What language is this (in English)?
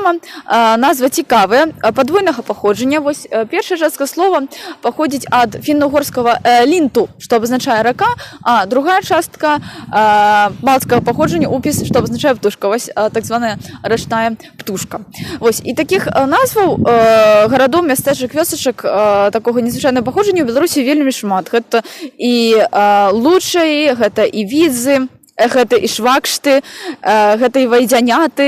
Belarusian